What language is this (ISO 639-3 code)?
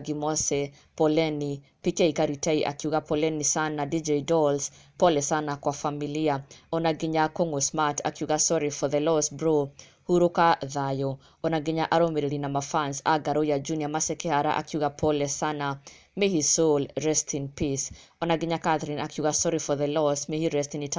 kik